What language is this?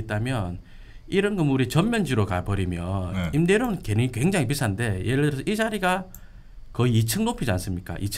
Korean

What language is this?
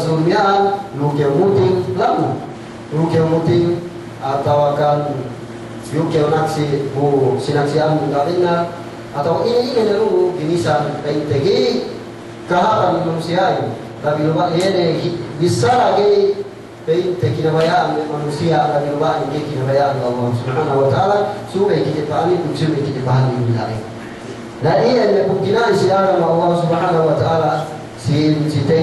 Yakan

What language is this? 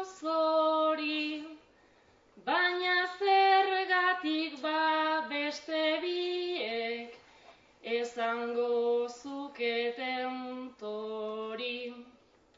Basque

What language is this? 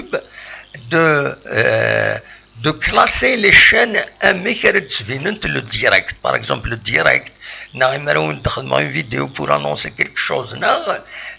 Kabyle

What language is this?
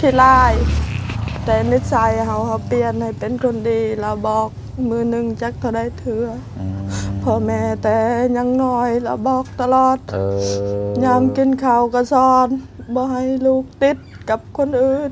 Lao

